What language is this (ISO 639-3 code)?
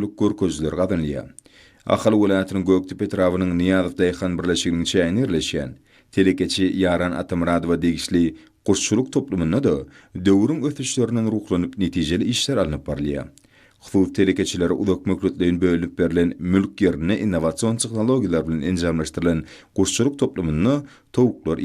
tuk